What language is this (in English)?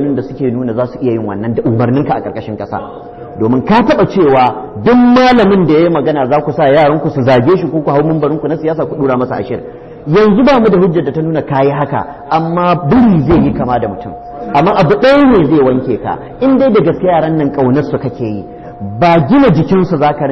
Hausa